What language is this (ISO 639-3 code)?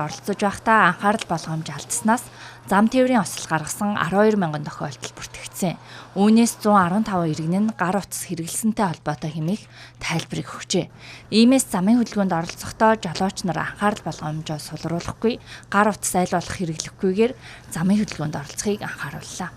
mon